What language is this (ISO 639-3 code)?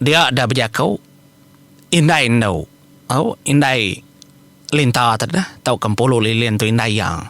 iba